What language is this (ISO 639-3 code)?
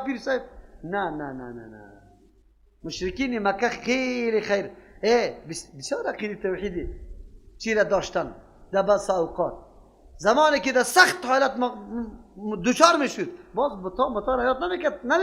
fas